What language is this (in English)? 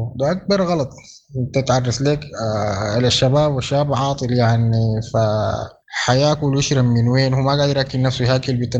Sudanese Arabic